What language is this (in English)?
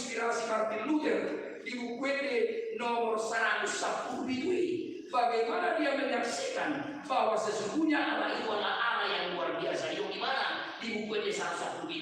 Batak Toba